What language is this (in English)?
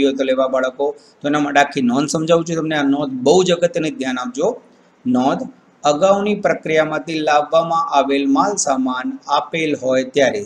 Gujarati